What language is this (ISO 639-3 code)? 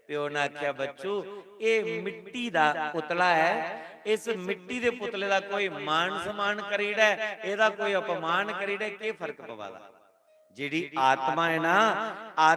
doi